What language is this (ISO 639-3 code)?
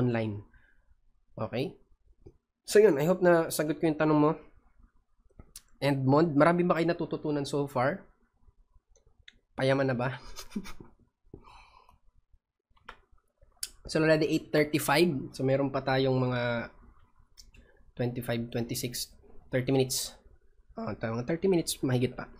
fil